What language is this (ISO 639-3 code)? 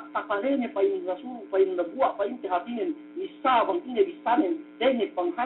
yka